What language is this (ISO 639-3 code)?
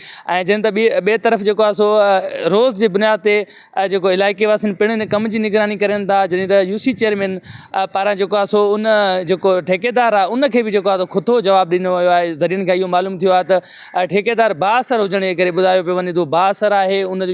snd